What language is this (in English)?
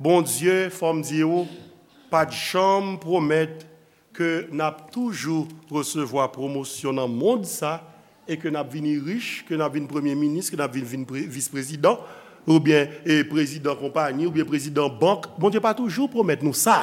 Haitian Creole